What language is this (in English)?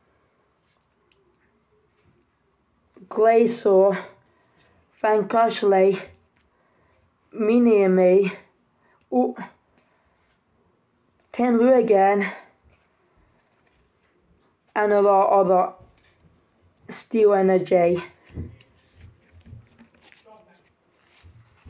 English